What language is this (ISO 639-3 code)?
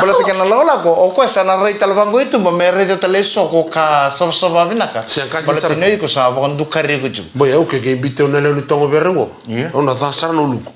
fij